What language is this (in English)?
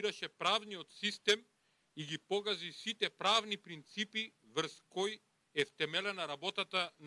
Macedonian